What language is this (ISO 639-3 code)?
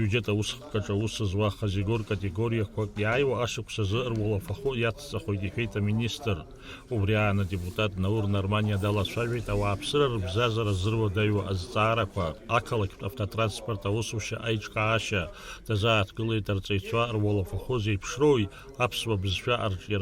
abk